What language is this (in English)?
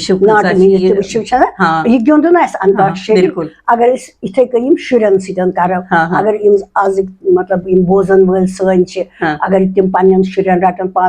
Kashmiri